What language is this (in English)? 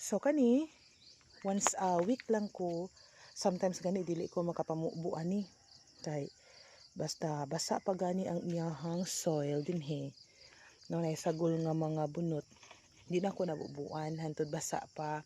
Cebuano